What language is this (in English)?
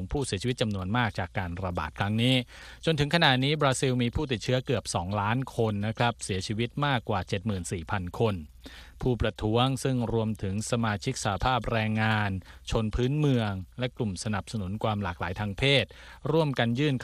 Thai